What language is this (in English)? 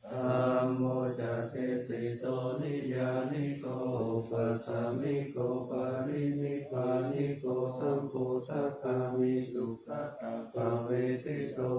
Pali